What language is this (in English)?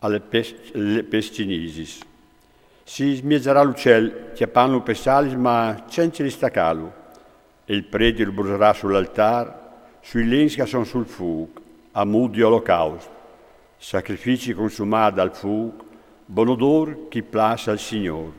Friulian